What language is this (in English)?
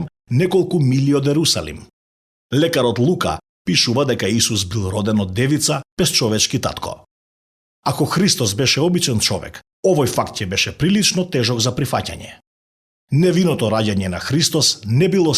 Macedonian